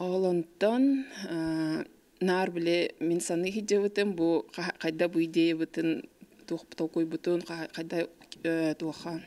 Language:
Yakut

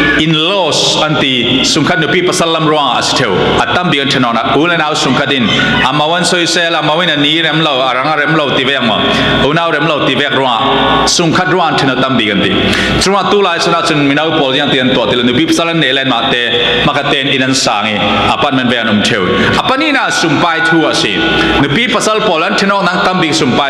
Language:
Falam Chin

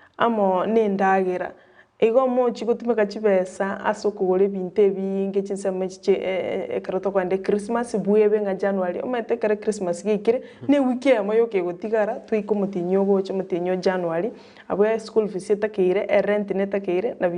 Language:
Gusii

